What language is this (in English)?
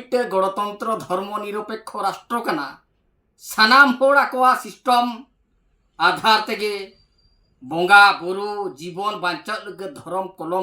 Santali